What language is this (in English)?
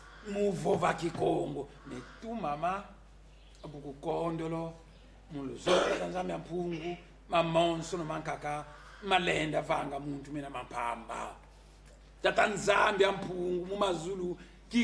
Kongo